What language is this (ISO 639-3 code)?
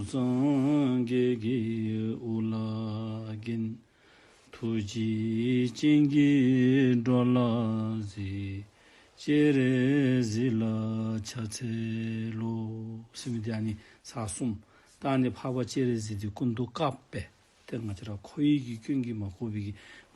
dzo